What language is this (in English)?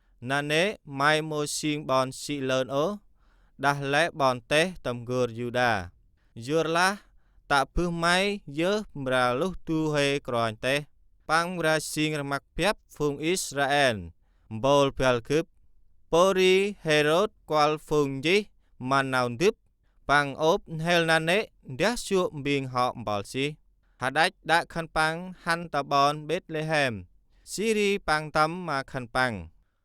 Central Mnong